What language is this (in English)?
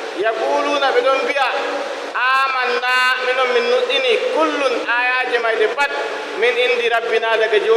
Nigerian Fulfulde